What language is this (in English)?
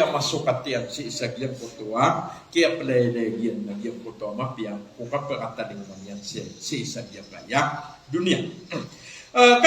Maranao